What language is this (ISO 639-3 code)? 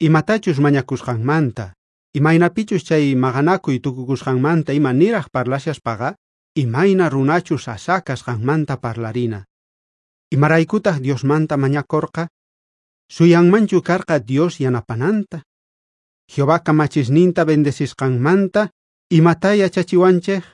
quh